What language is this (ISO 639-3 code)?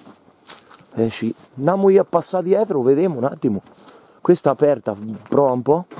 ita